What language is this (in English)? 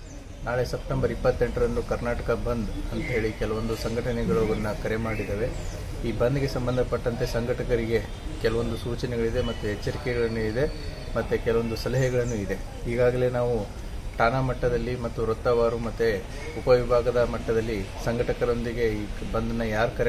Kannada